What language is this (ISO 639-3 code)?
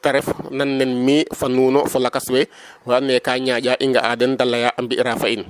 srr